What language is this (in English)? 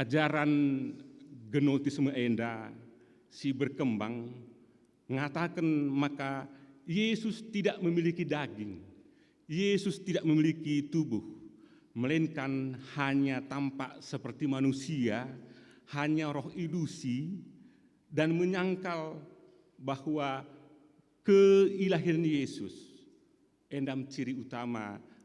Batak Karo